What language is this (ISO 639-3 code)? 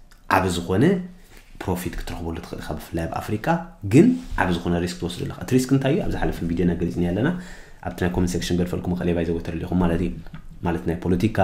tir